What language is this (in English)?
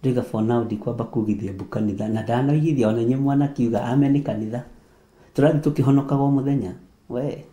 Kikuyu